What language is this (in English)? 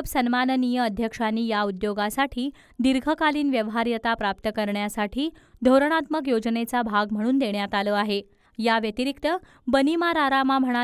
Marathi